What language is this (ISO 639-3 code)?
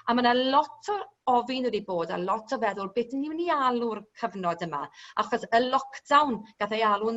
cym